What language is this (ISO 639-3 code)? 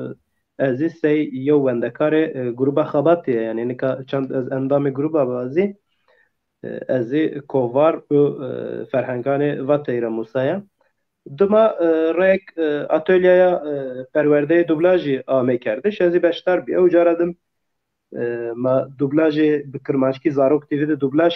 zza